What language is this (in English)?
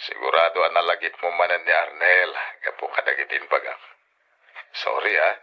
Iloko